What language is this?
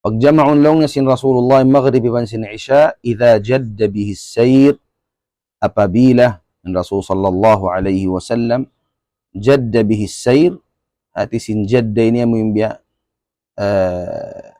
Tausug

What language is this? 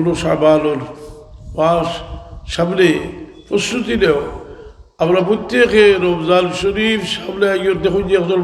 Sylheti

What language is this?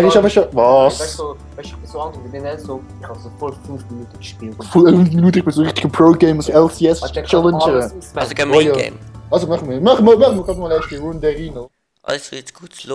Swiss German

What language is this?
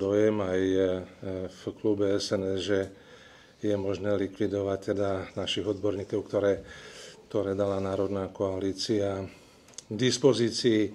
Slovak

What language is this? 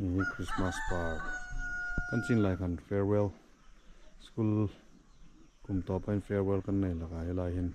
Hmar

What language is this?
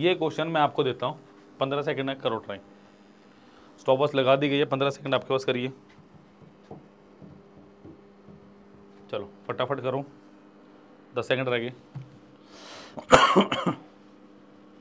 Hindi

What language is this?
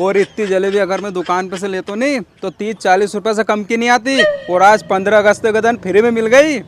Rajasthani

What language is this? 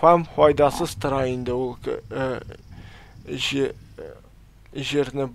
Tatar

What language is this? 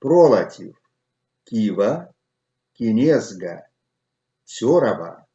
Erzya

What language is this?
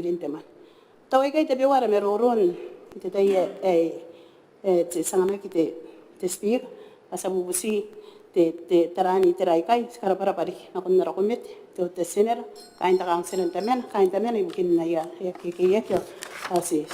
Gilbertese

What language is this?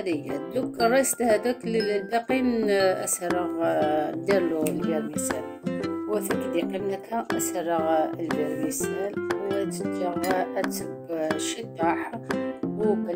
Algerian Arabic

